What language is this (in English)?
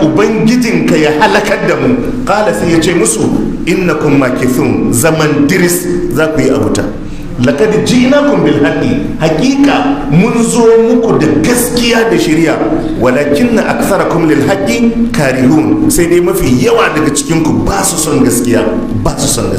Hausa